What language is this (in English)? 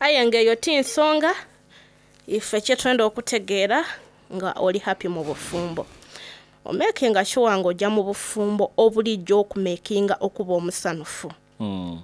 Soga